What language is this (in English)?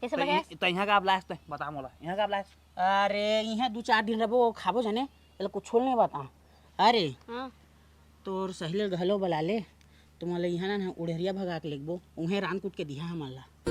Chhattisgarhi